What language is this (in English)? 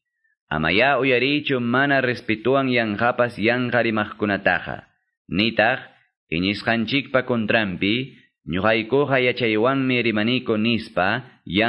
Quechua